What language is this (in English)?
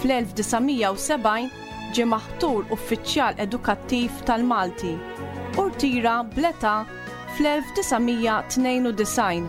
Maltese